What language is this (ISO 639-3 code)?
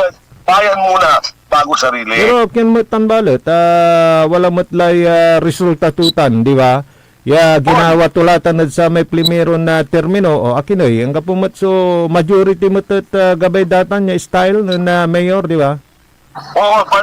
pag